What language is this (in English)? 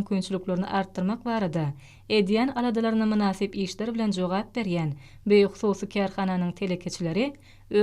Turkmen